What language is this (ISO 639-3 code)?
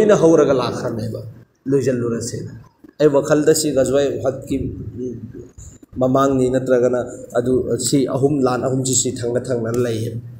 mni